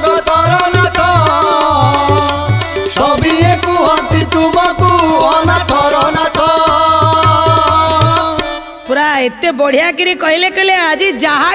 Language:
Odia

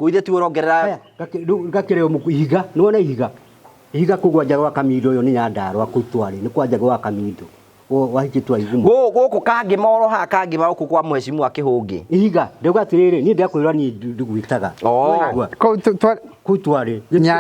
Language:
Kikuyu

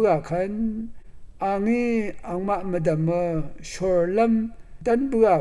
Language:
Rawang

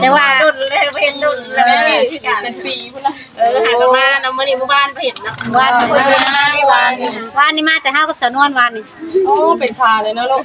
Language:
Northeastern Thai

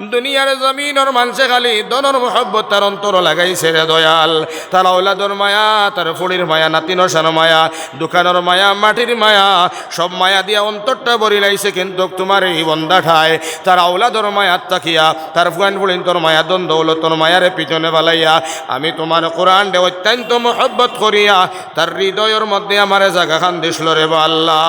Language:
Sylheti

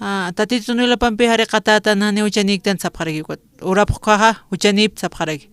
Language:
Aymara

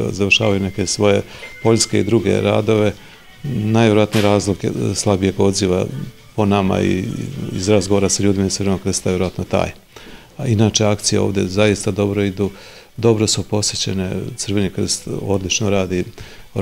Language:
Serbian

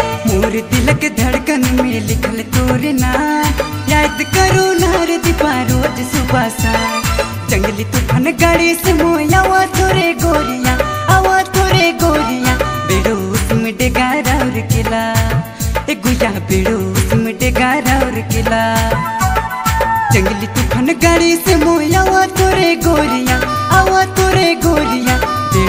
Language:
Sadri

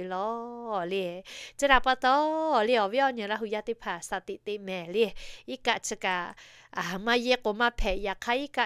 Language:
Lahu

